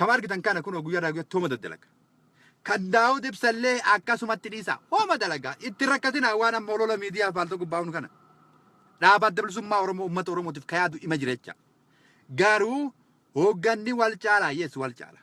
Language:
Oromo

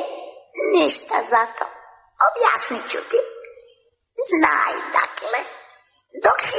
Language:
Croatian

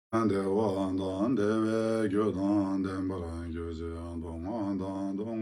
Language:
Ladakhi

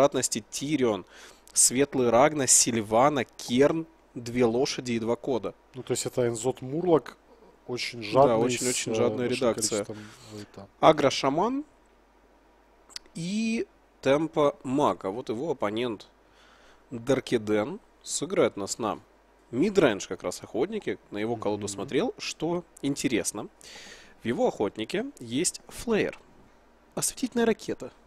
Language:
Russian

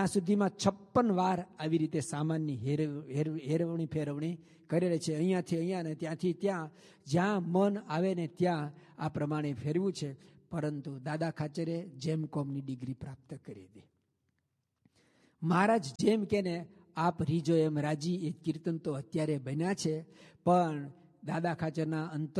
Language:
Gujarati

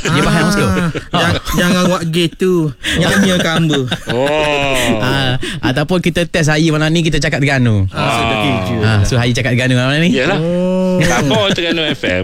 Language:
Malay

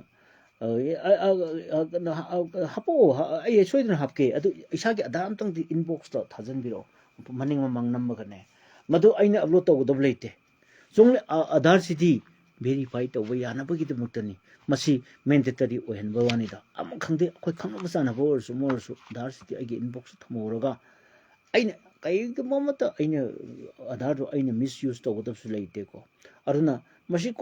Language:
Manipuri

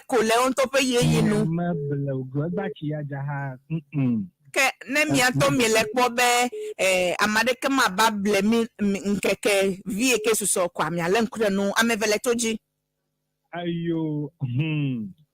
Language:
Ewe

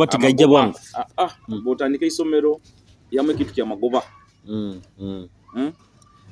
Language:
Nyoro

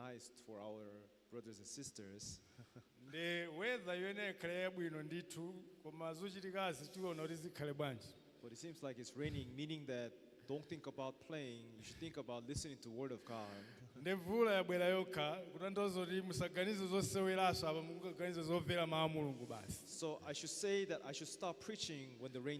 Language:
Nyanja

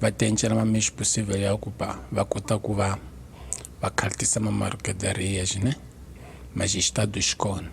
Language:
Tsonga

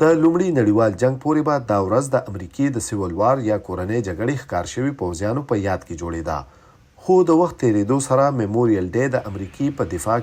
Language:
Pashto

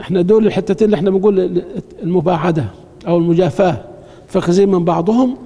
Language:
Egyptian Arabic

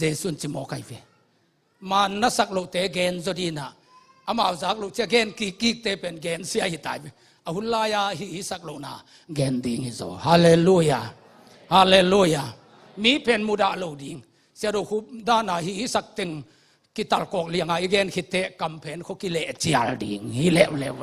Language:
Tedim Chin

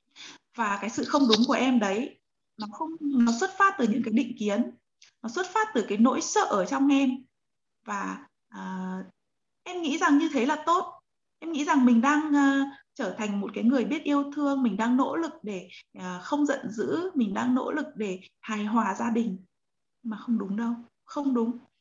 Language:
Vietnamese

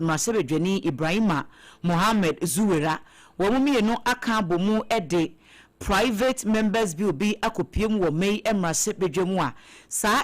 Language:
Akan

